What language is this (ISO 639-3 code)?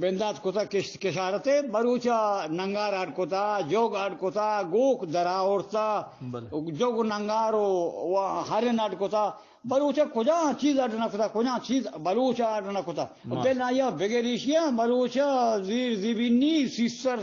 bgp